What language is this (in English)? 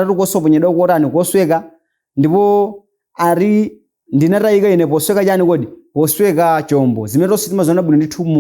Nyanja